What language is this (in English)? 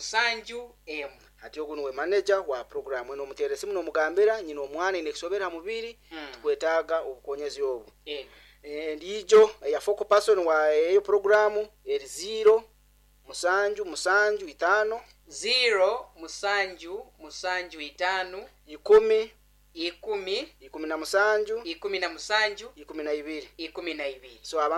Nyoro